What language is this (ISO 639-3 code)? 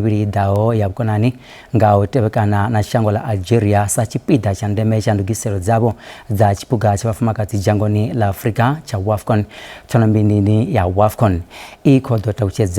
ven